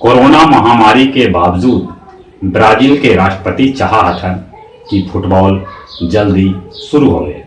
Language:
Magahi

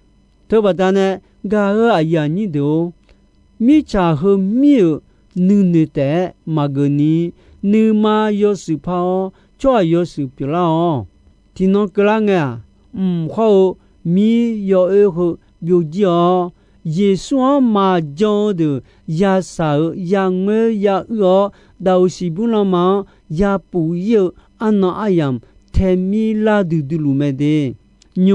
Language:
Akha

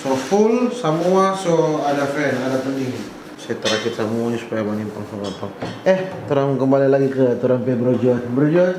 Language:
Manado Malay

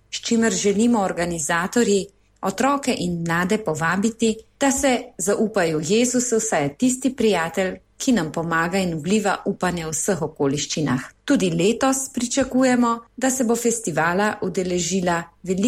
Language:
Slovenian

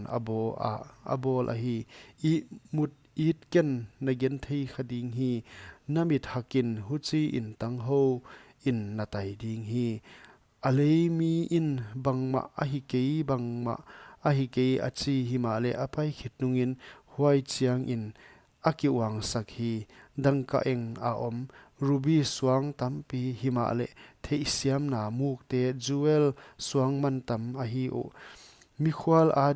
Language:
Paite Chin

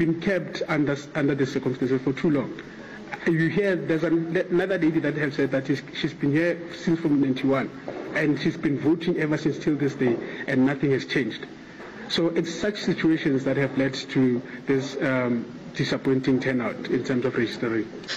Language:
Northern Sotho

